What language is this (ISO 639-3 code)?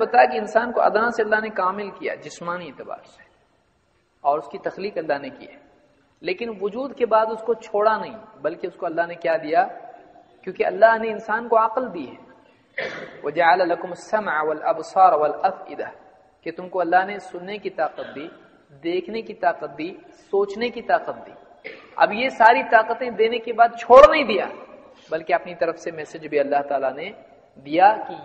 urd